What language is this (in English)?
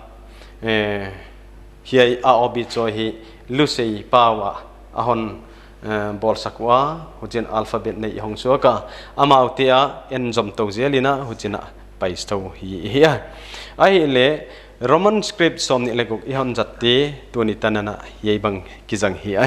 Paite Chin